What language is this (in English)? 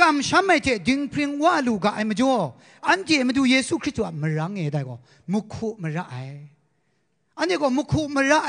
Kachin